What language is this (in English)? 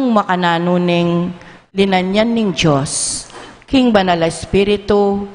Pampanga